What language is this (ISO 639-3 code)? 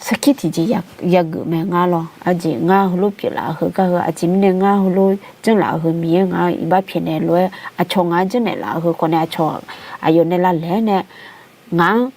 ahk